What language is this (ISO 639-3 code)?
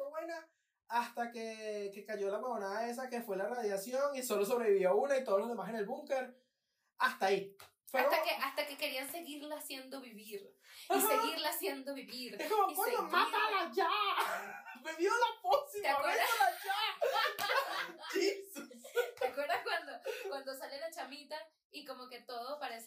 spa